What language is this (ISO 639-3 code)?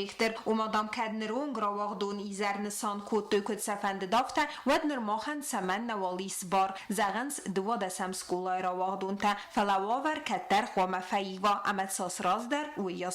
oss